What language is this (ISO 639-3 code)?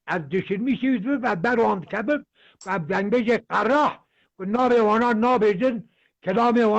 kur